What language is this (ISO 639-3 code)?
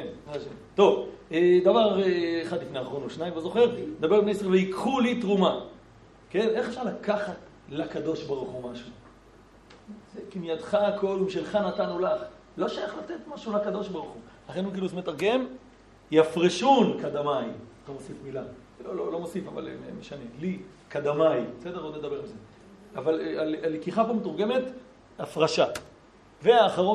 heb